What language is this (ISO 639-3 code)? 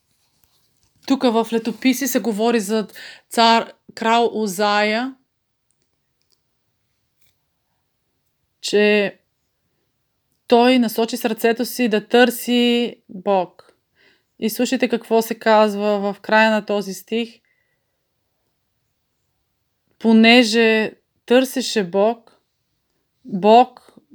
bul